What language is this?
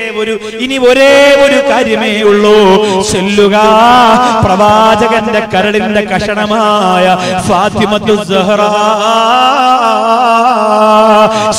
Malayalam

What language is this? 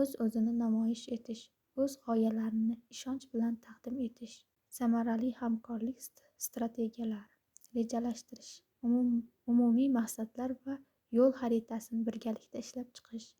Uzbek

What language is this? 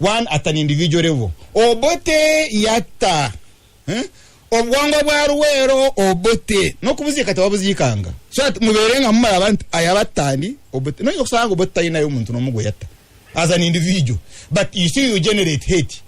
Ganda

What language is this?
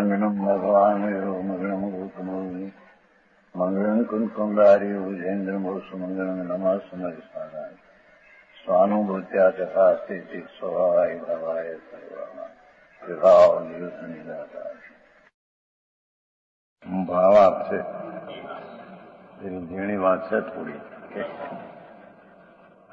Gujarati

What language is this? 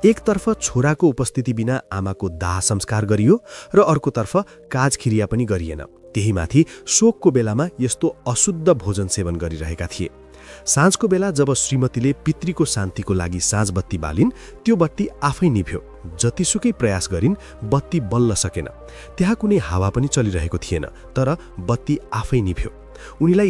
Nepali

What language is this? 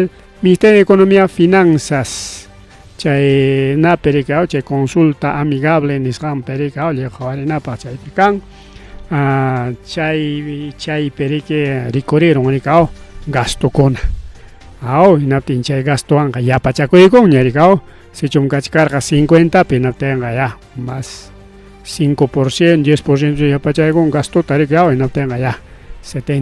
Ayacucho Quechua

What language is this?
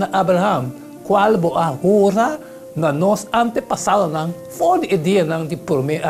Papiamento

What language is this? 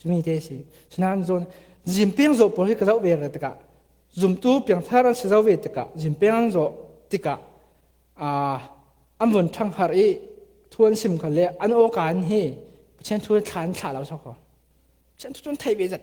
Falam Chin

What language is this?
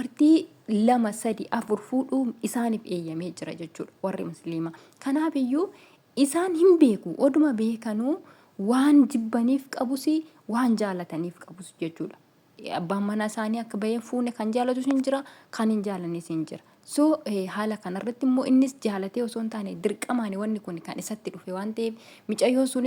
Oromo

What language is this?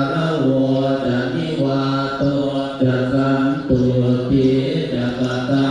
Pali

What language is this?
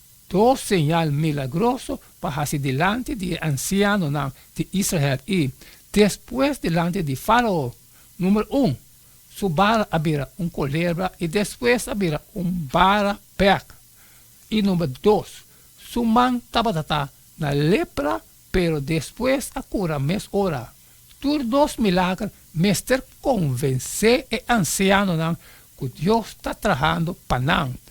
Papiamento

